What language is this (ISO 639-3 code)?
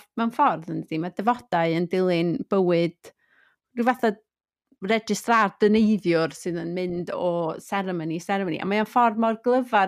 cym